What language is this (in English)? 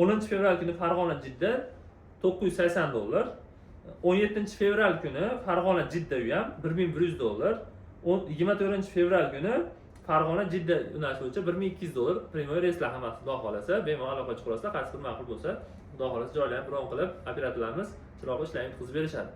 Uzbek